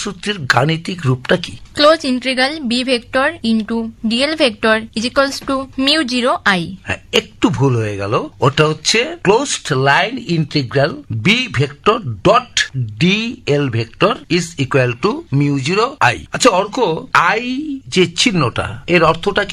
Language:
Bangla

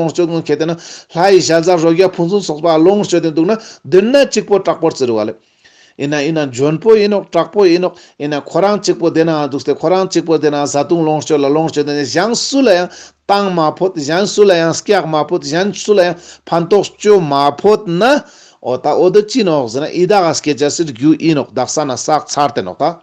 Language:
Ladakhi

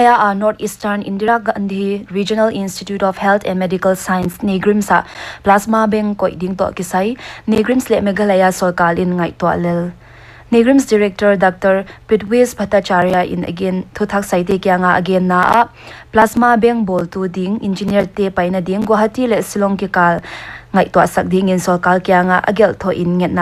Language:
Paite Chin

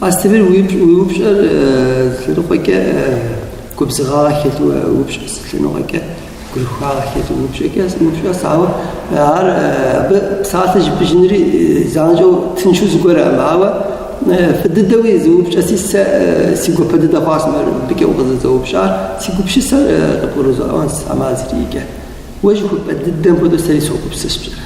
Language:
Kabardian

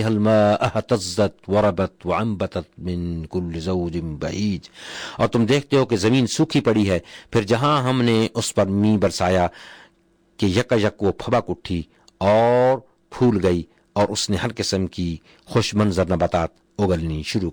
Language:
Urdu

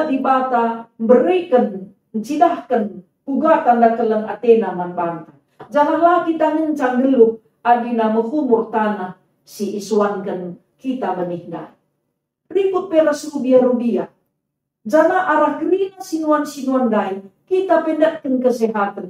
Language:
Batak Karo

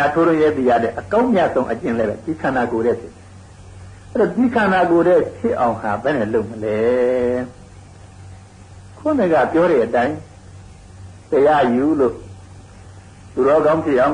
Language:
Burmese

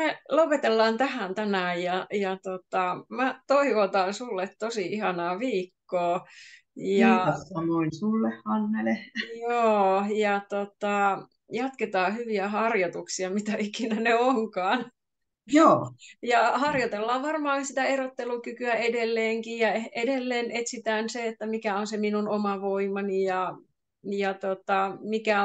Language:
Finnish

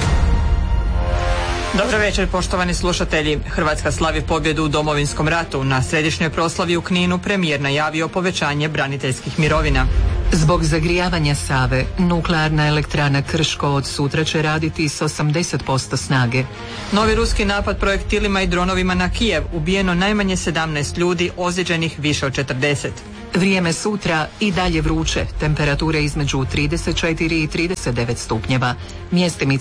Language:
Croatian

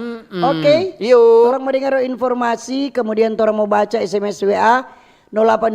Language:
Manado Malay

